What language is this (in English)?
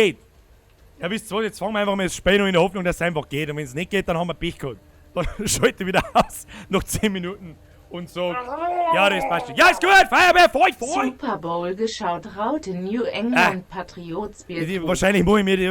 Bavarian